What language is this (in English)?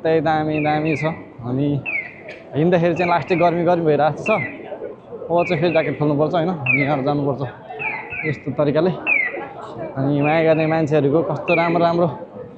Nepali